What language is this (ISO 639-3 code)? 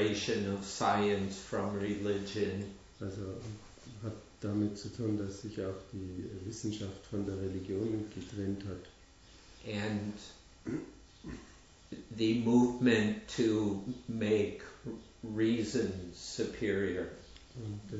deu